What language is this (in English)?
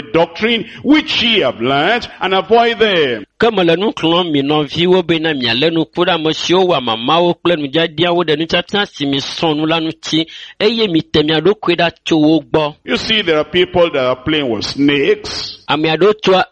Ewe